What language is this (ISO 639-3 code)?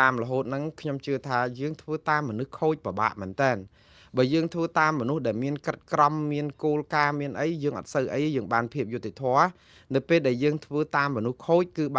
khm